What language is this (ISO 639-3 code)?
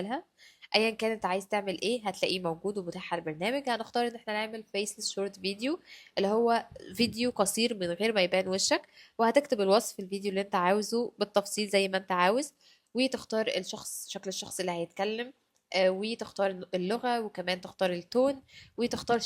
arz